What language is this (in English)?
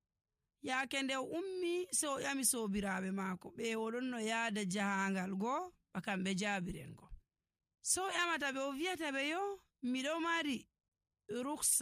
Nigerian Fulfulde